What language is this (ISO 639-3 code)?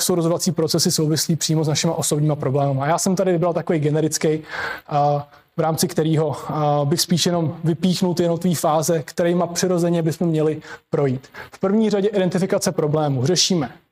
ces